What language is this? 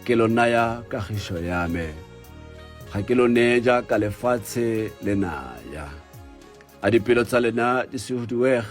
Tswana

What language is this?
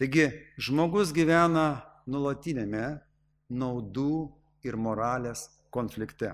Lithuanian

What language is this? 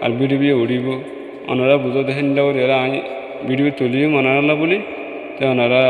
Rohingya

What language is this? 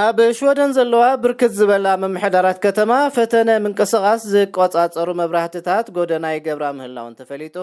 Tigrinya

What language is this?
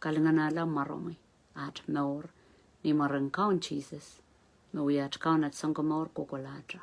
Pohnpeian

